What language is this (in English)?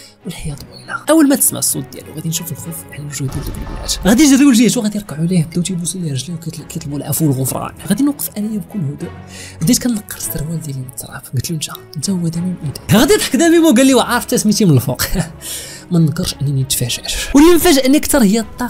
Moroccan Arabic